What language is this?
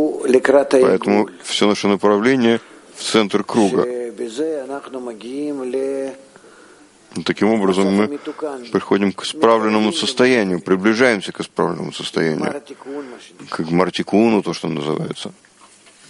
Russian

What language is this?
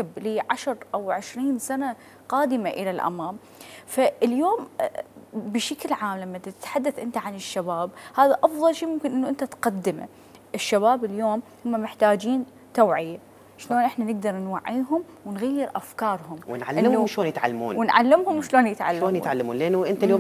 Mesopotamian Arabic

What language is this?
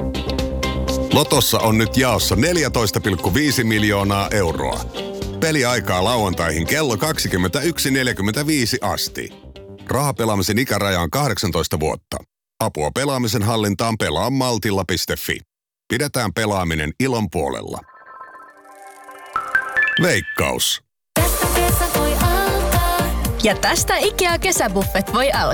Finnish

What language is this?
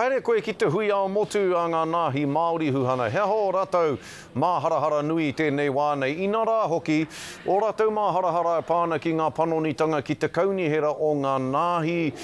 Māori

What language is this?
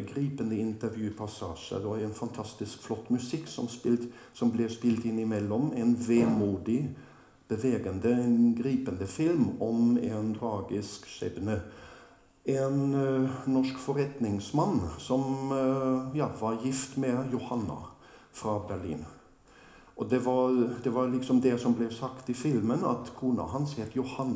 Norwegian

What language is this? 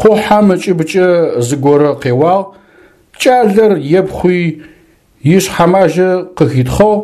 Adyghe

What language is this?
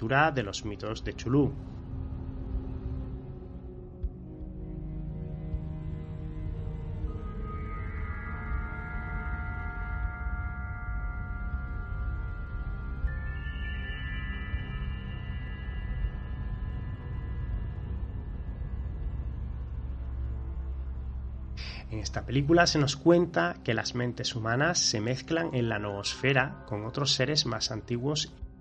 Spanish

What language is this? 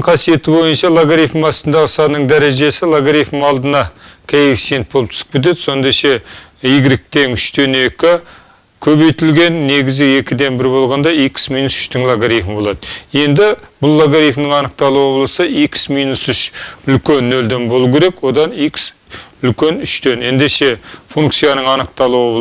Kazakh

